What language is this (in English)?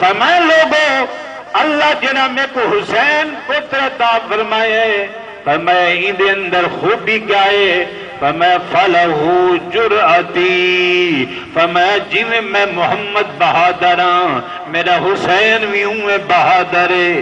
Saraiki